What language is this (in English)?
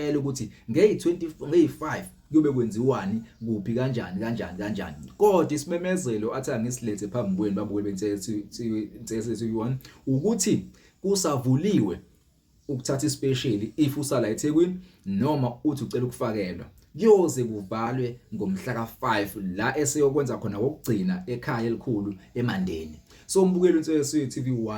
Zulu